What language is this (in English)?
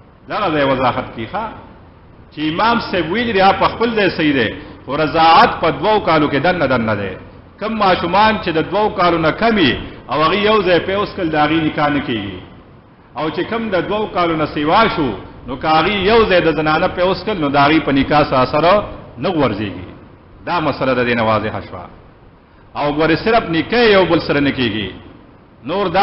Pashto